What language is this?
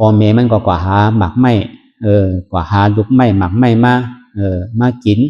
Shan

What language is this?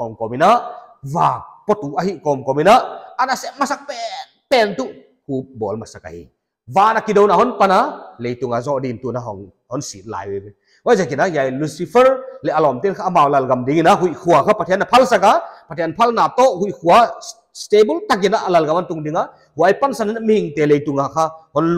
Paite Chin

